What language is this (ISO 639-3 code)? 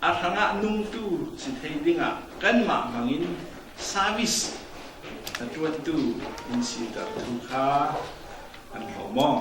cfm